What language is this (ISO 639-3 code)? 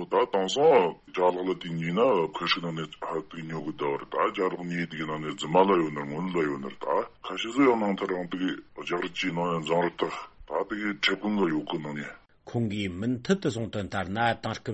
bod